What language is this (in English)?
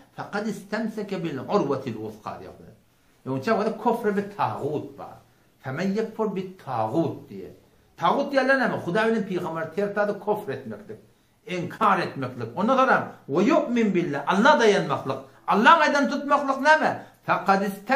Turkmen